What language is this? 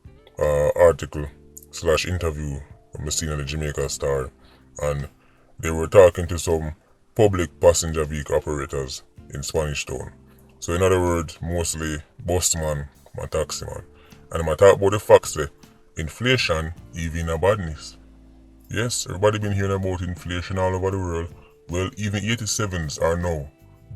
Jamaican Creole English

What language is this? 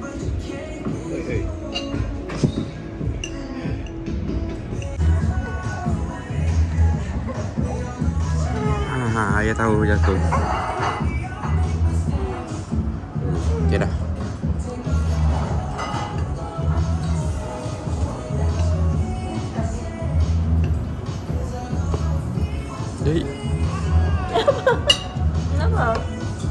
Malay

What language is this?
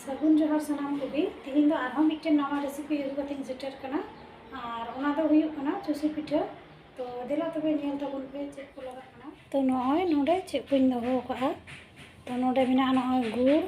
Santali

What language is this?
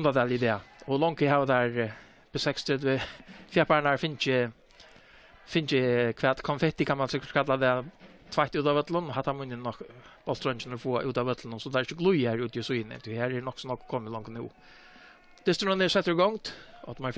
Faroese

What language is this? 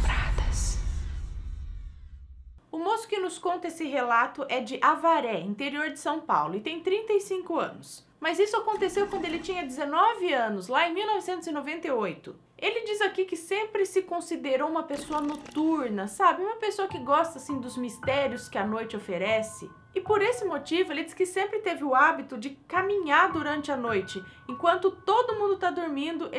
Portuguese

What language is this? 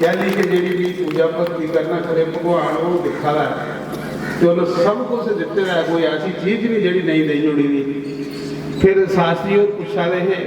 Dogri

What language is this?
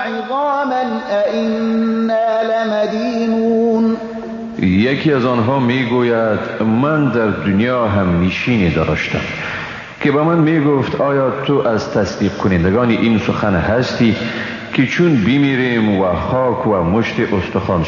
Persian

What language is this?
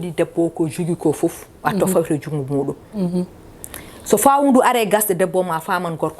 Fula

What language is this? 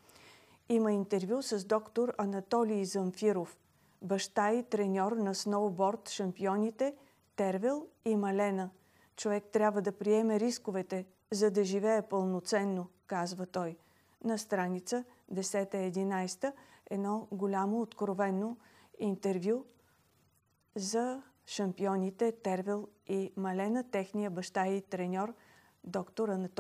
Bulgarian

